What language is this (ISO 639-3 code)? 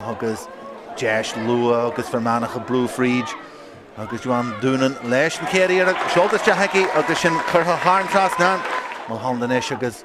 gle